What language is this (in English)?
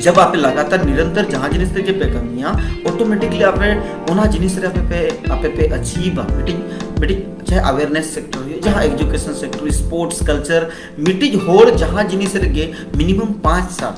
Santali